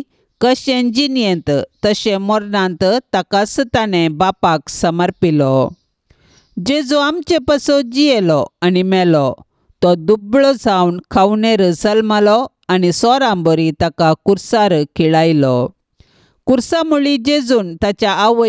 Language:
Konkani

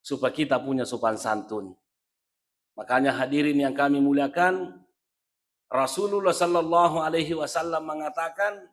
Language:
Buginese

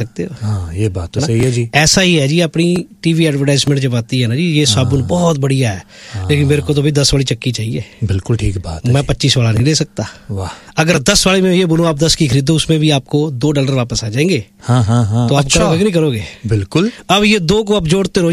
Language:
Hindi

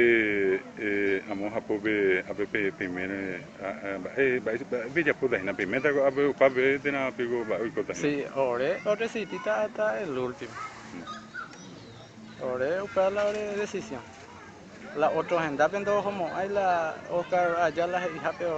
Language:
Guarani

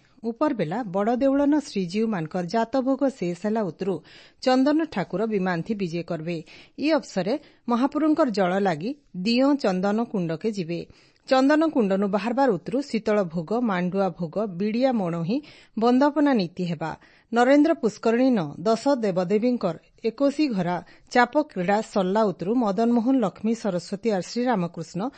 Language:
Odia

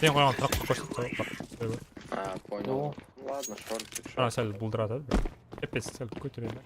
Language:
Kara-Kalpak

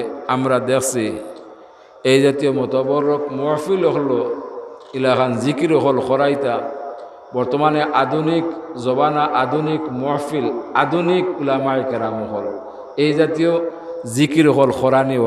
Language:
Sylheti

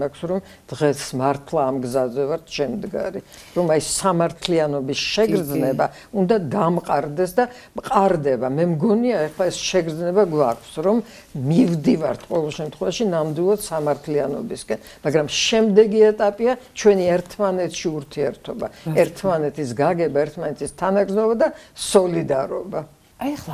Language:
Georgian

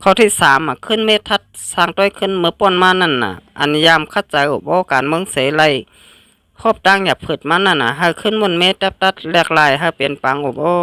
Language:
Shan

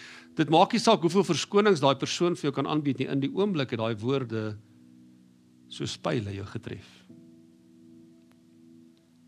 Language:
Afrikaans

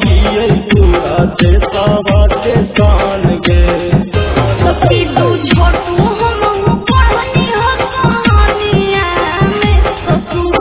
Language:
Bhojpuri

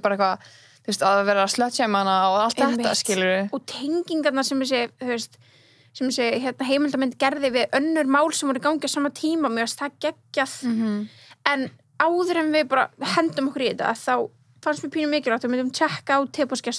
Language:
Icelandic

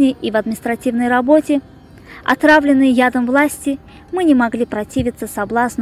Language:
Russian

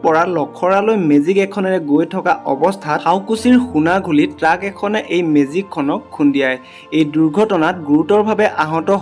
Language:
Assamese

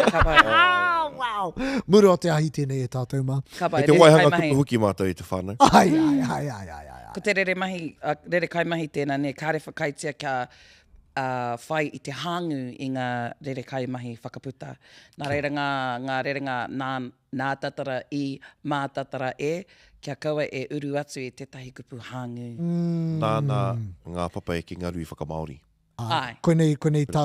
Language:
Māori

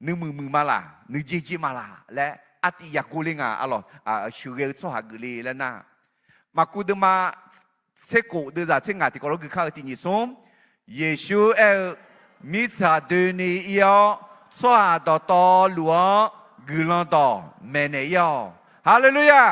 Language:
Akha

